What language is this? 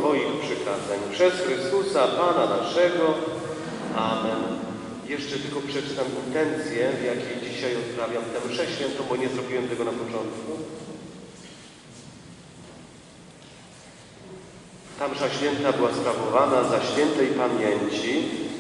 Polish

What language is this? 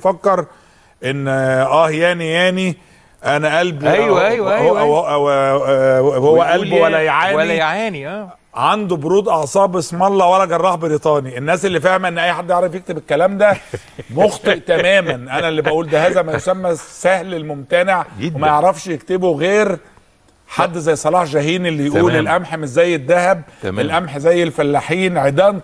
Egyptian Arabic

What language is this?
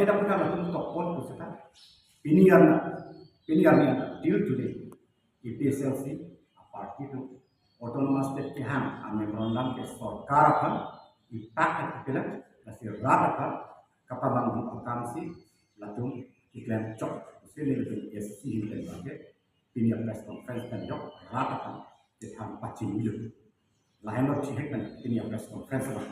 Karbi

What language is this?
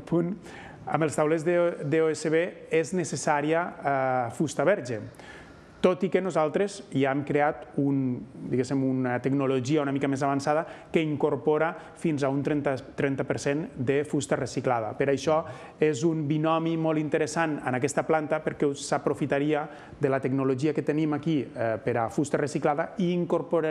Catalan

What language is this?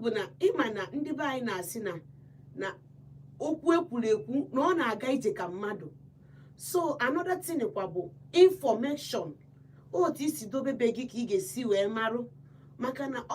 Igbo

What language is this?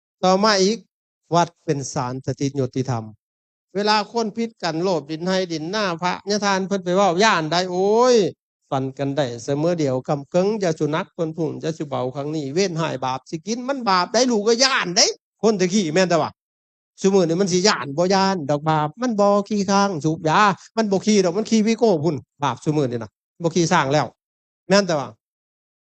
Lao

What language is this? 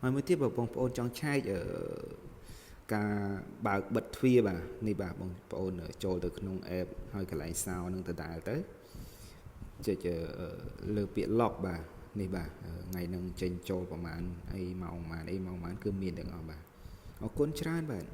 Khmer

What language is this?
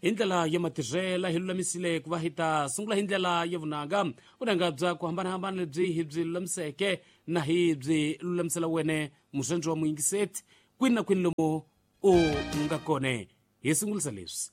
Tsonga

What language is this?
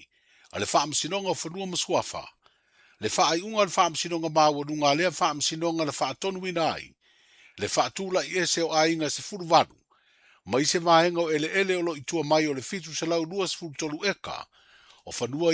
Samoan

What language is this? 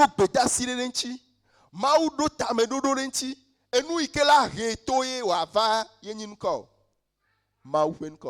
Ewe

